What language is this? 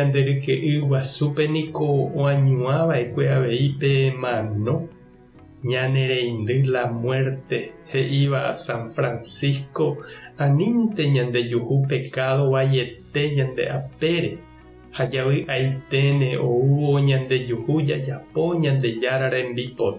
Guarani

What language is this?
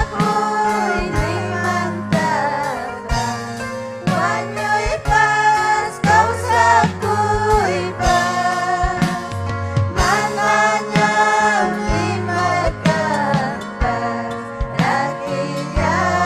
Ayacucho Quechua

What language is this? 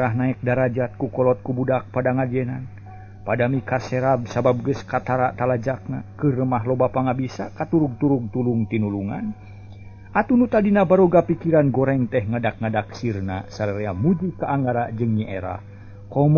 Sundanese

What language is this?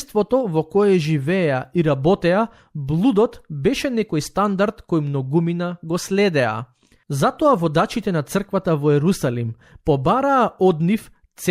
Macedonian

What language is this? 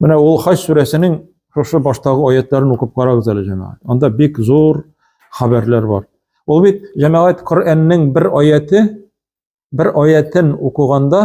Tatar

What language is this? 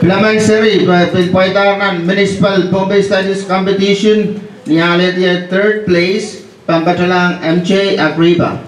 Pohnpeian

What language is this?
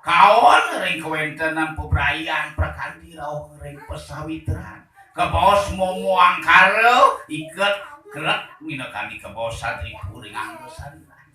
Balinese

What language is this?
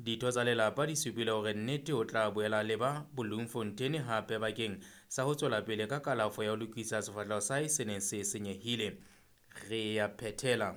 Southern Sotho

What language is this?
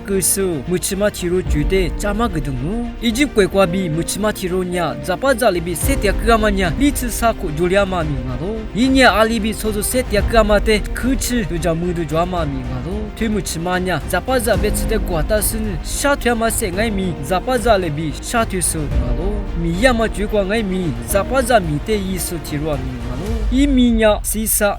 Lisu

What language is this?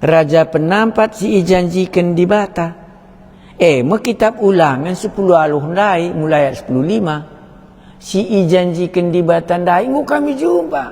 Batak Karo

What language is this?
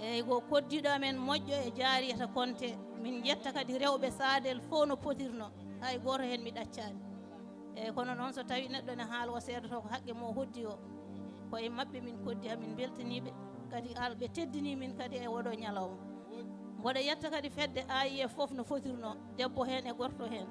Fula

